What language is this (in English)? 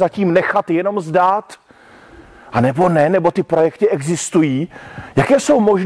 Czech